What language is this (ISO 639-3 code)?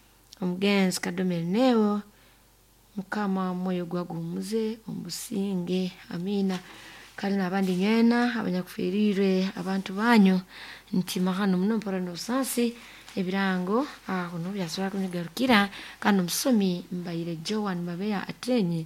nyo